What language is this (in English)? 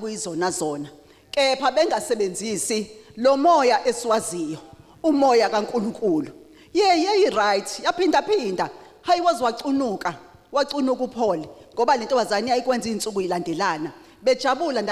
Zulu